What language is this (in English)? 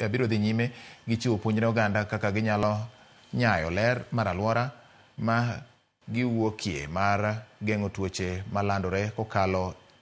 Luo (Kenya and Tanzania)